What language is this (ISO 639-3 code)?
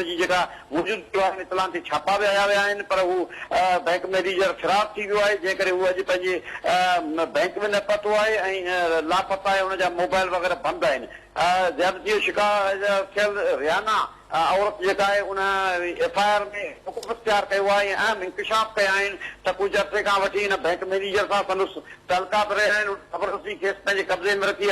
snd